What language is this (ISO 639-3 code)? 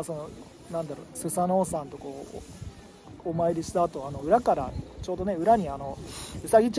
jpn